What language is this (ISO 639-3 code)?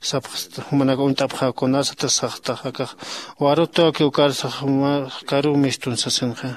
aym